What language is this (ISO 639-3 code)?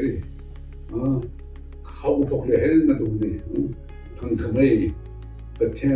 nmf